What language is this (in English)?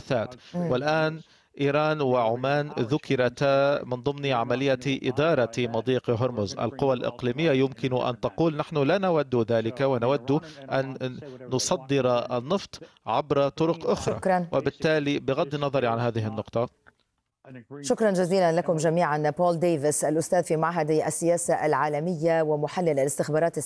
Arabic